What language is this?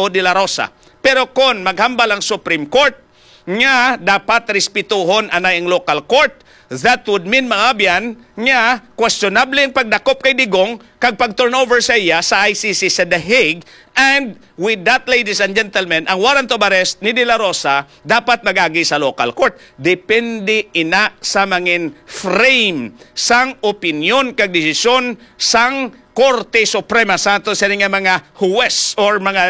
Hiligaynon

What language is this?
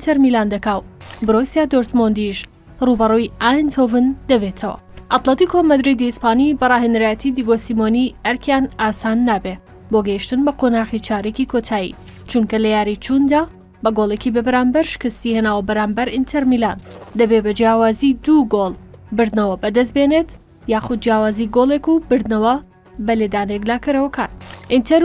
Central Kurdish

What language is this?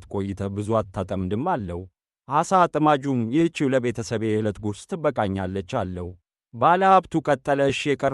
Amharic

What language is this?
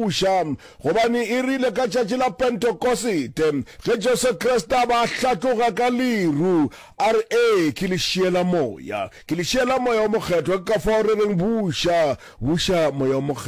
Northern Sotho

